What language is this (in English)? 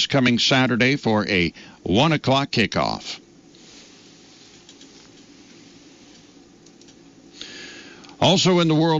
English